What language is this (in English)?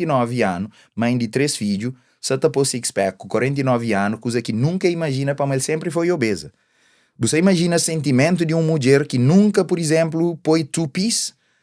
Kabuverdianu